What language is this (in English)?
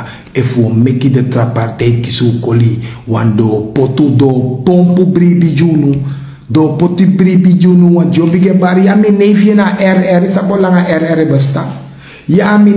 Sranan Tongo